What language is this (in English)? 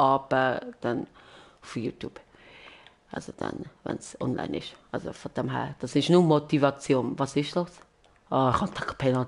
Swiss German